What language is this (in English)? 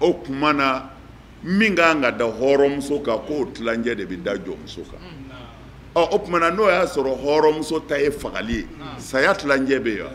Bambara